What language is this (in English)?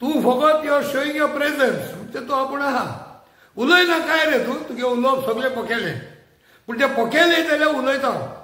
Konkani